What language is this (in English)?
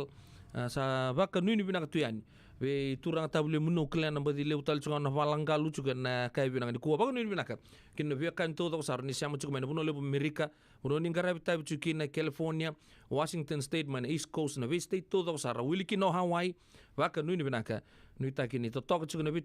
Fijian